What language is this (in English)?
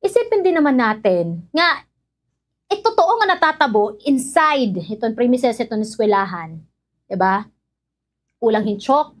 Waray